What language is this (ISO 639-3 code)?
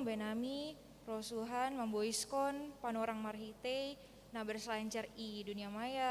bts